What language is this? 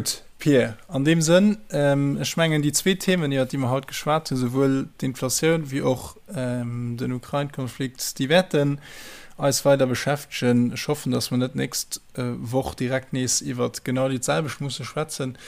Luxembourgish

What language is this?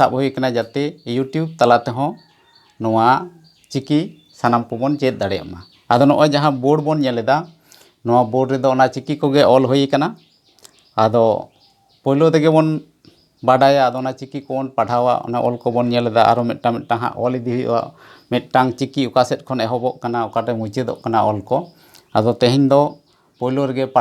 Santali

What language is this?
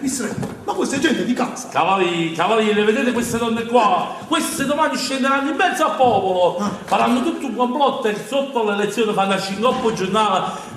Neapolitan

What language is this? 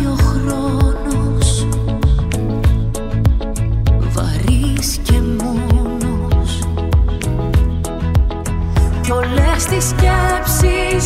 Greek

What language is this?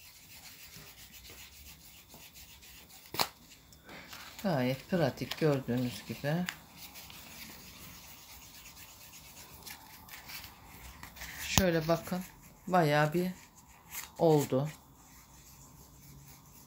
Turkish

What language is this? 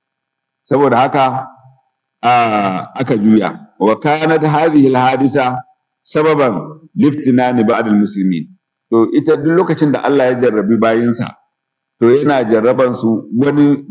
Hausa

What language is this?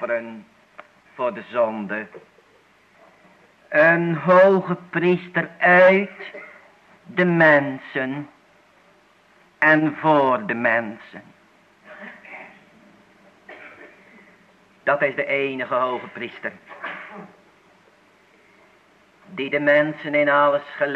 Dutch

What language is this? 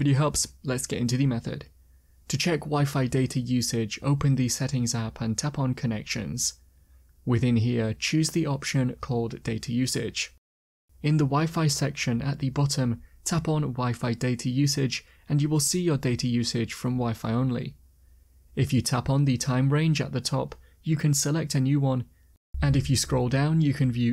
English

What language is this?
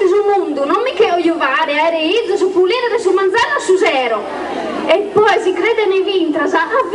Sardinian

